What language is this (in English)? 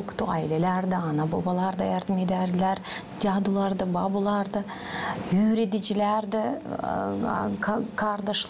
Gagauz